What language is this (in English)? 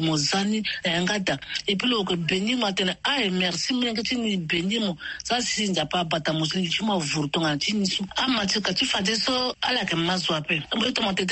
Sango